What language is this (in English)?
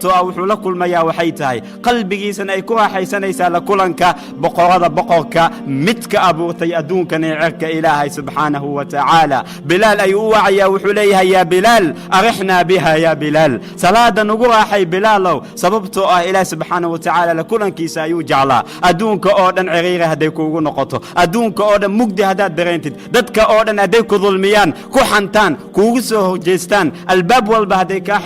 Somali